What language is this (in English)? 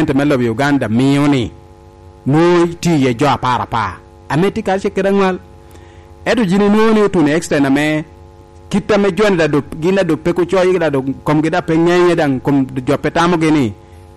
Lango (Uganda)